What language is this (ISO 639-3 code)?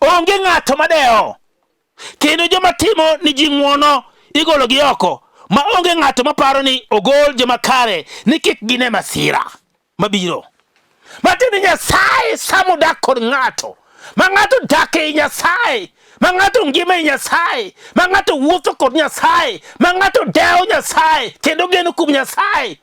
luo